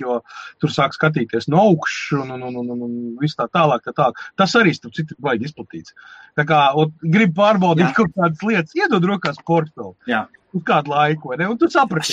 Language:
Latvian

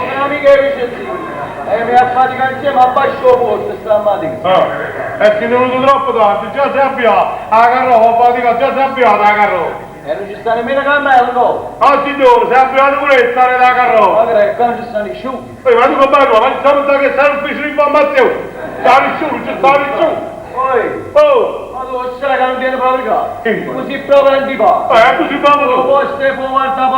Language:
Neapolitan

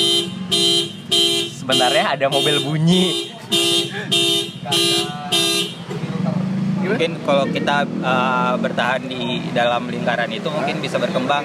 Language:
Indonesian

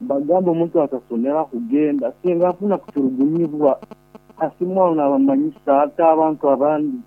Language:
Nyankole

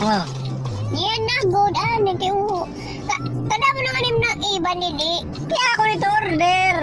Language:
Waray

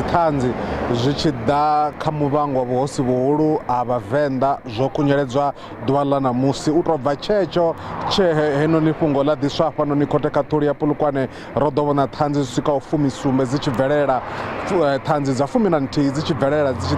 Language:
Venda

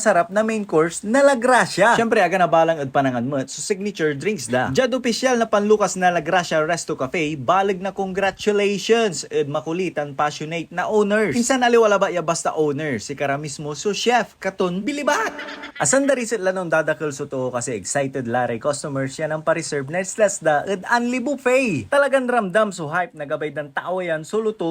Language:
Pangasinan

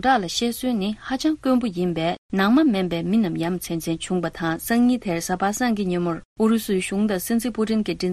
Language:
Tibetan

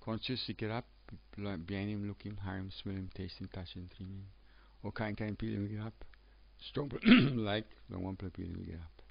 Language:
Tok Pisin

